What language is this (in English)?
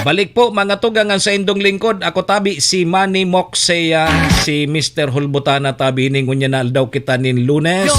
Bikol